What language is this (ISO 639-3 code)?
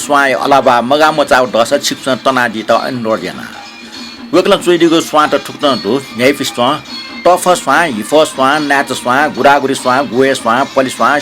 new